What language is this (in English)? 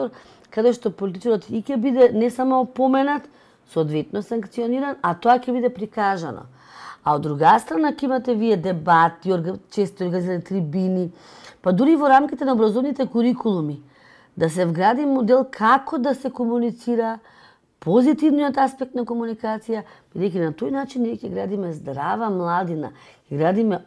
Macedonian